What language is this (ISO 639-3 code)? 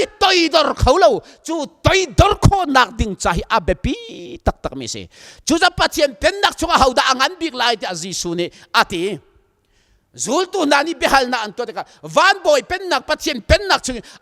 cnh